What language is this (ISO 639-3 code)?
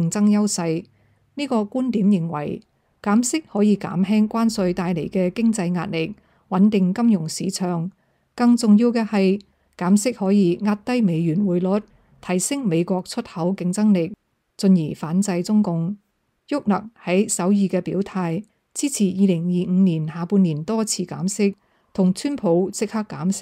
yue